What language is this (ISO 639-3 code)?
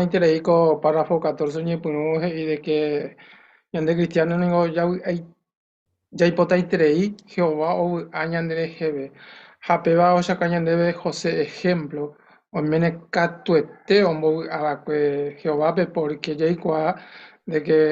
grn